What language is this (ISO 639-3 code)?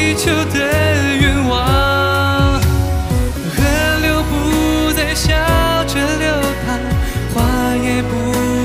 zho